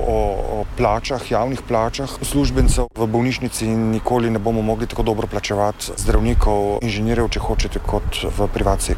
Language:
Slovenian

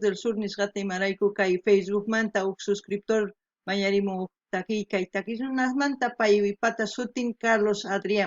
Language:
South Bolivian Quechua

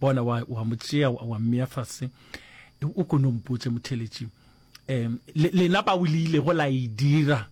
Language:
Northern Sotho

